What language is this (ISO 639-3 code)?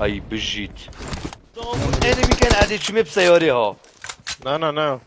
kur